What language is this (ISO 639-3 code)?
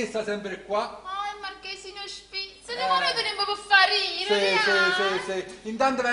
nap